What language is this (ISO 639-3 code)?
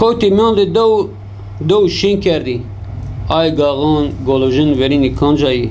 zza